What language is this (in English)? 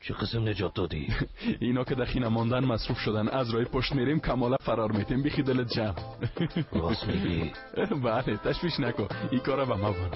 Persian